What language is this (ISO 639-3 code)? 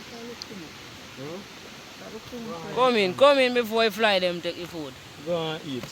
jam